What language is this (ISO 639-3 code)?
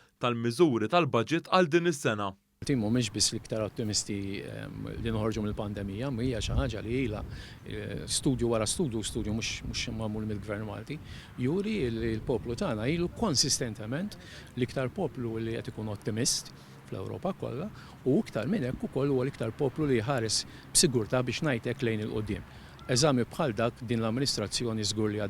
mlt